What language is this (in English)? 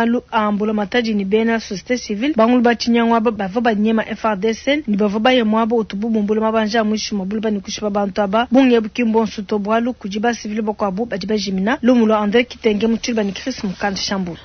Luba-Lulua